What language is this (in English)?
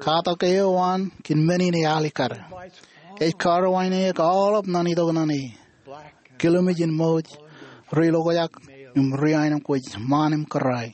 Marshallese